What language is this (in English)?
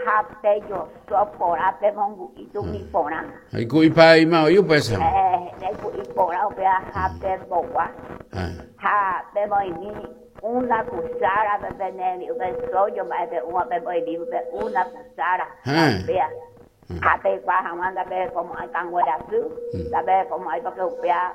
Guarani